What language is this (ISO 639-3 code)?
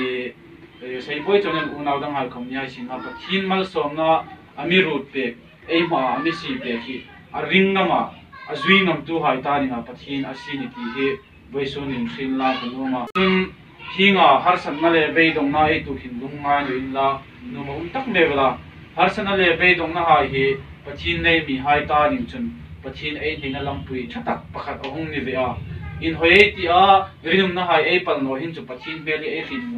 hmr